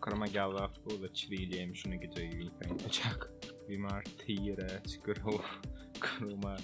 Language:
Irish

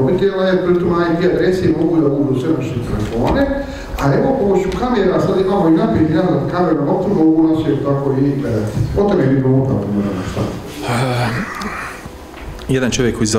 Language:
Bosnian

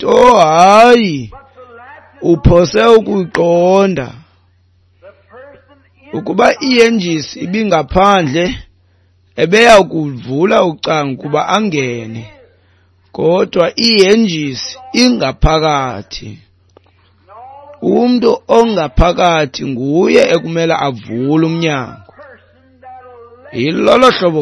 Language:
Xhosa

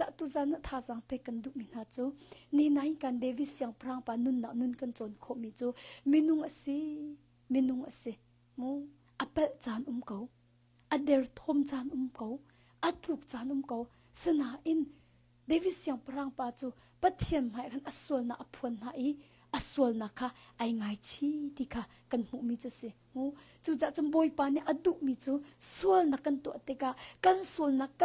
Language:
Hakha Chin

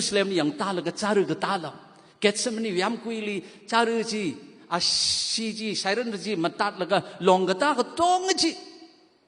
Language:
Tangkhul Naga (India)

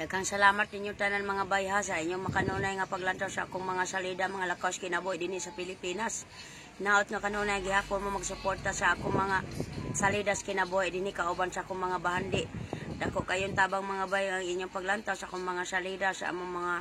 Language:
Cebuano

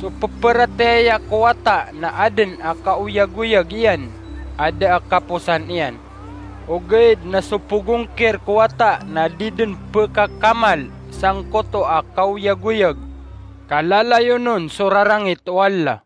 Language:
Maranao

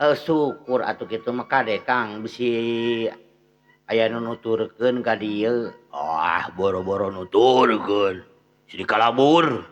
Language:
Sundanese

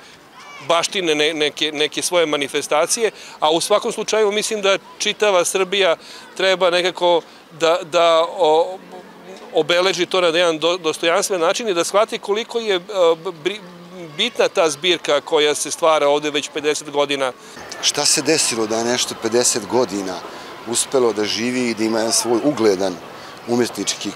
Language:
Serbian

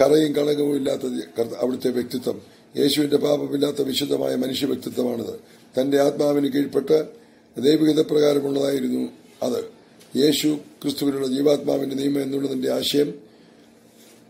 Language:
Malayalam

